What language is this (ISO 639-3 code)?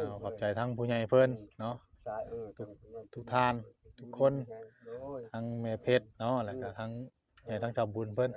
tts